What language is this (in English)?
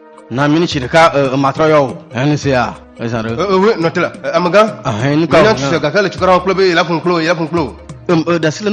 Ewe